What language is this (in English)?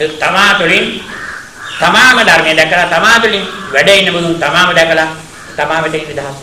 Sinhala